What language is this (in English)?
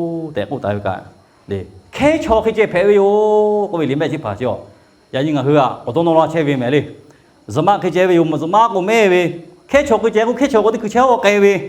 Lahu